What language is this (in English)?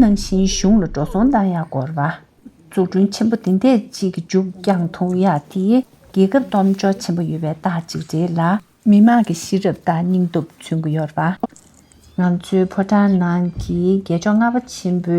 Tibetan